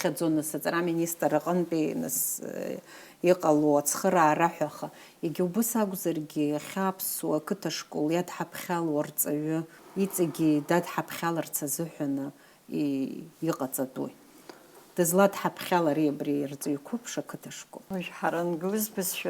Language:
Abkhazian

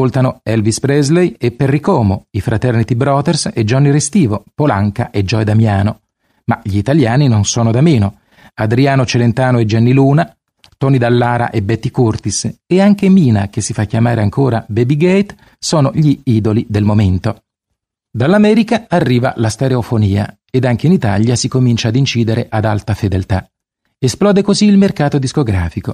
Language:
Italian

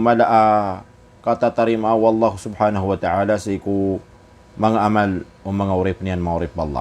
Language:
Maranao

